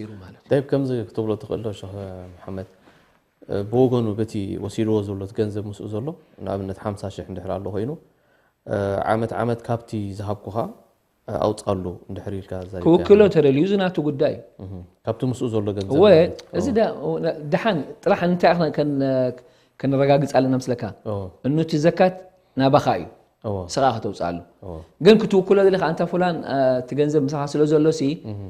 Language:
Tigrinya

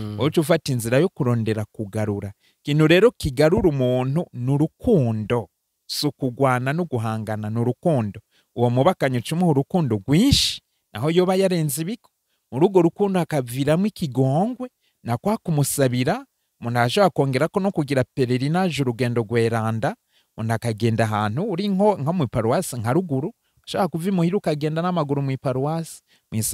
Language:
Rundi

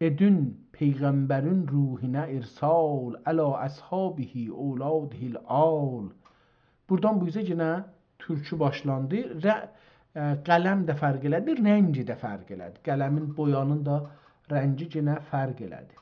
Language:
South Azerbaijani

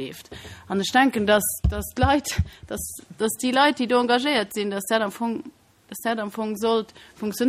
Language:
Luxembourgish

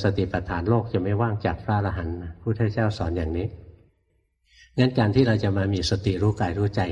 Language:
Thai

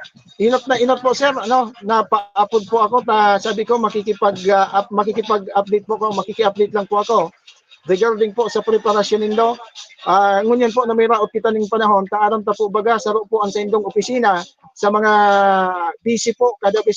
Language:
Bikol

